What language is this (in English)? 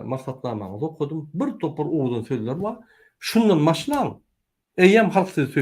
Turkmen